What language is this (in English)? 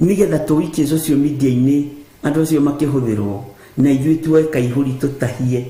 Kikuyu